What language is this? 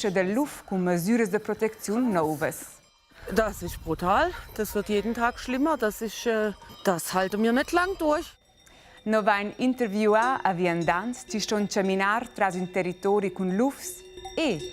Romansh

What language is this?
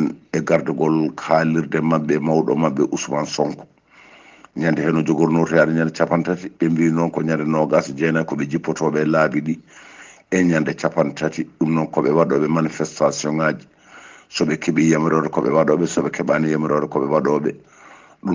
Fula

